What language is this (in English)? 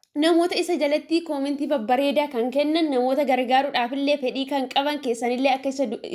Oromo